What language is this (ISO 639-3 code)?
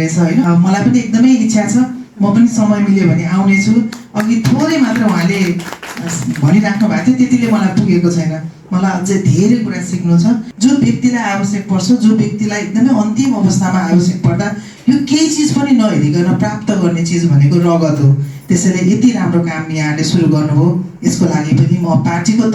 nep